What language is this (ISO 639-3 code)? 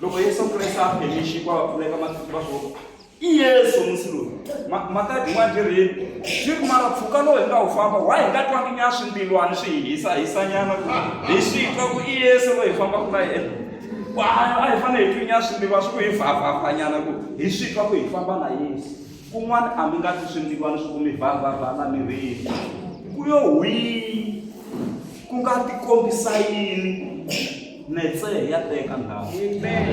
tso